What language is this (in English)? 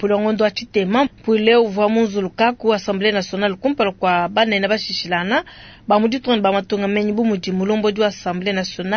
Luba-Lulua